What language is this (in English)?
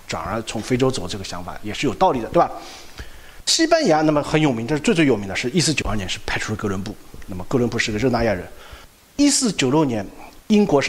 Chinese